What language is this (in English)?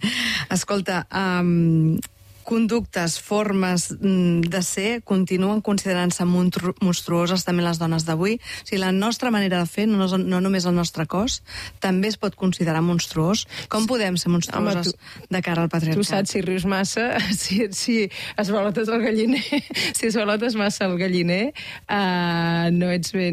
Catalan